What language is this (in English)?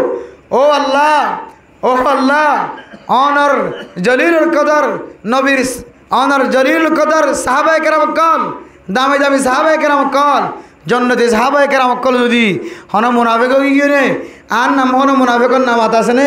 Rohingya